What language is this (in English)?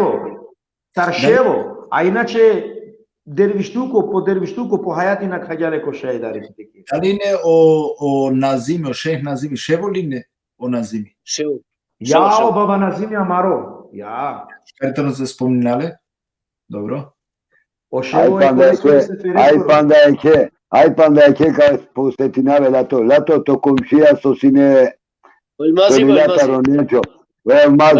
Balkan Romani